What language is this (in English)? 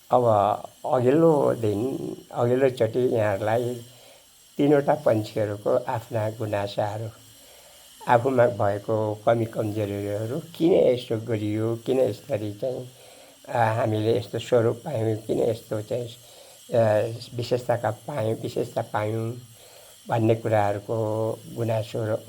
Nepali